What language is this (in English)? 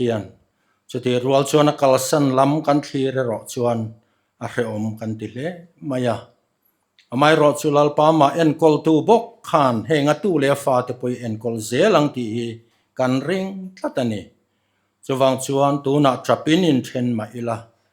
Mizo